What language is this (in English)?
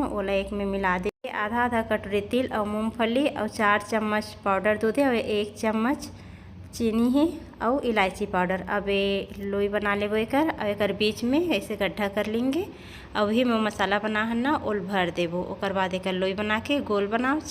Chhattisgarhi